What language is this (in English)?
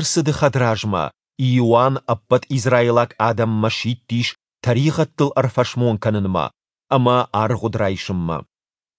Ossetic